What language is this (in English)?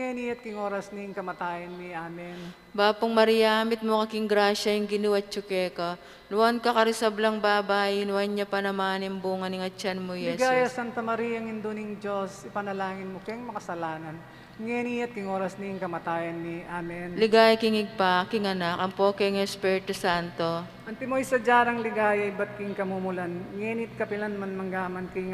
Pampanga